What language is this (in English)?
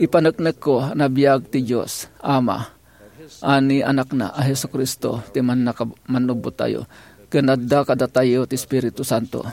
Iloko